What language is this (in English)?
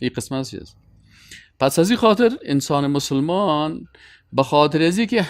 Persian